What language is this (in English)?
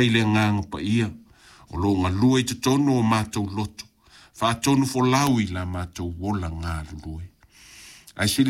Samoan